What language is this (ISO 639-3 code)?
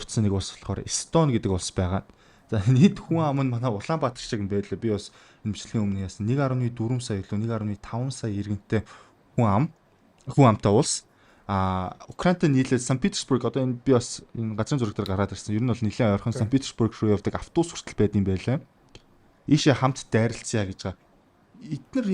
mon